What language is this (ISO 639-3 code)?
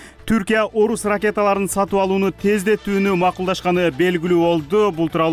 kir